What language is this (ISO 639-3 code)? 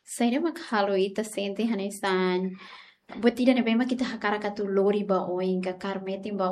tet